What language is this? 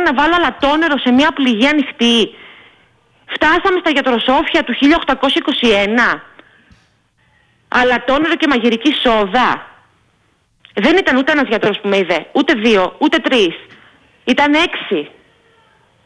Greek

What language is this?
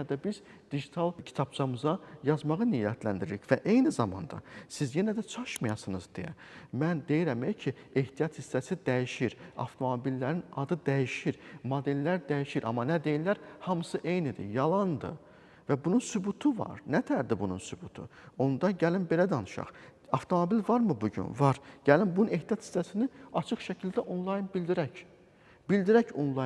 Azerbaijani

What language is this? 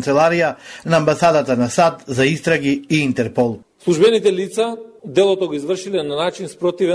Macedonian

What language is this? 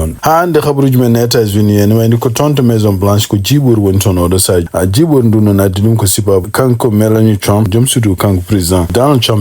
Fula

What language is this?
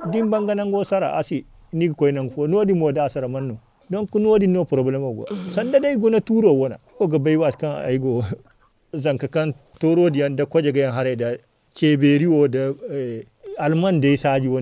Zarma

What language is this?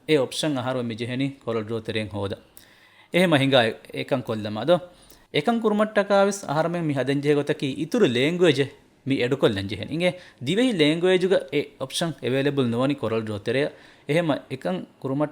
Divehi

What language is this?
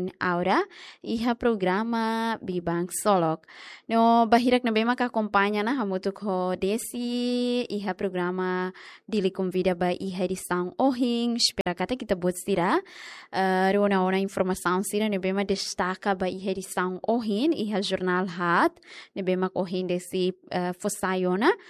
Tetum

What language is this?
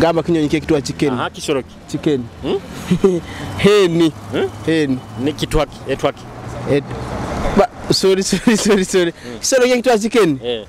Nyoro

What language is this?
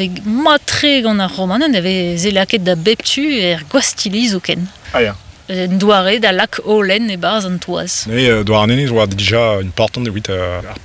Breton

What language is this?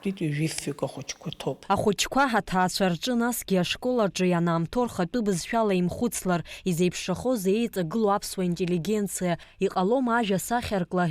Abkhazian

